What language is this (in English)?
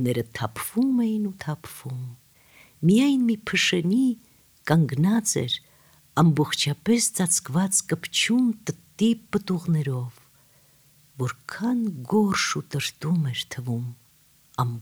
Armenian